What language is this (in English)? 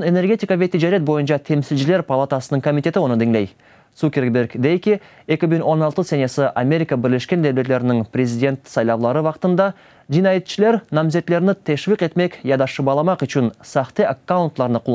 Crimean Tatar